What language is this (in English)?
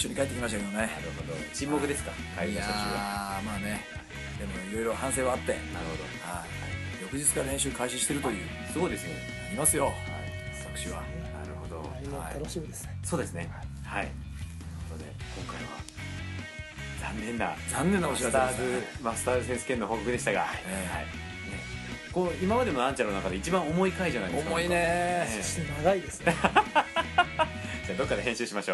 Japanese